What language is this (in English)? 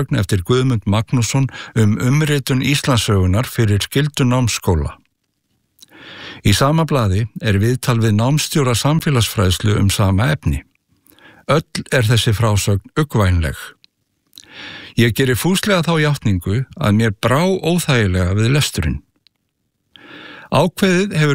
Icelandic